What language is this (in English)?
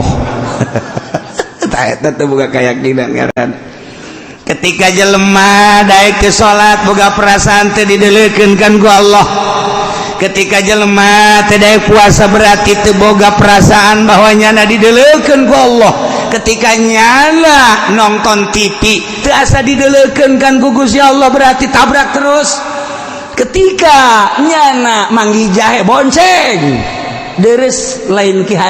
Sundanese